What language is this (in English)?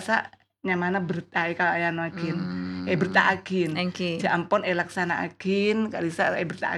Madurese